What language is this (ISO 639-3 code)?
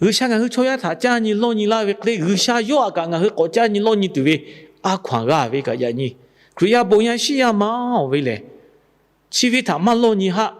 lhu